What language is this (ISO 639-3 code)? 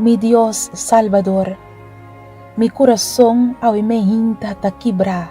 pap